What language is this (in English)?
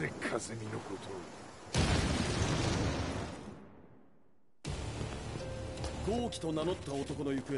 Japanese